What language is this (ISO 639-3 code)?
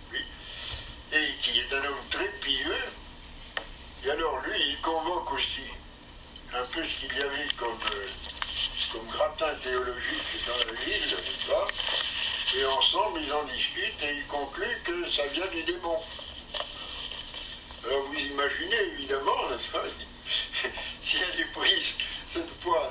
fra